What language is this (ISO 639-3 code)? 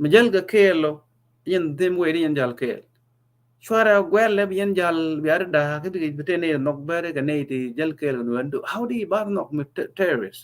nus